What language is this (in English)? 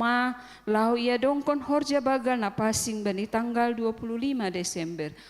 Batak Simalungun